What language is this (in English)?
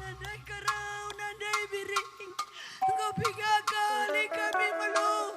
Batak Karo